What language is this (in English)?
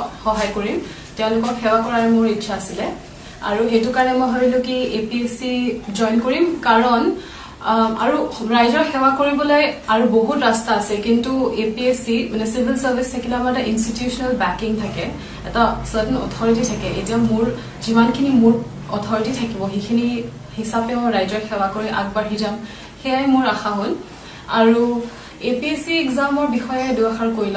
Assamese